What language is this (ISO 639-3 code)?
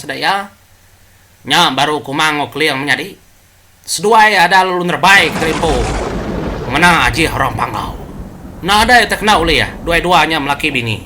iba